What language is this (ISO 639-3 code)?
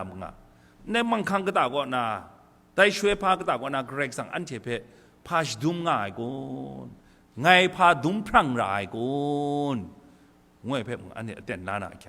kac